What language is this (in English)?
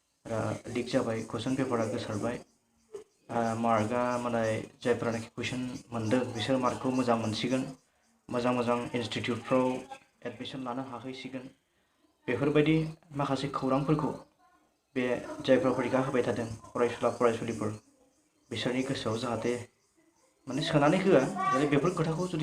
Bodo